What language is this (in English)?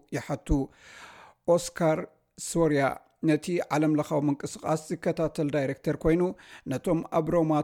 Tigrinya